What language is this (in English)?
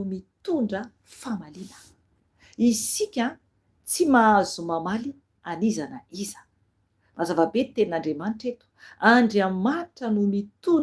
Malagasy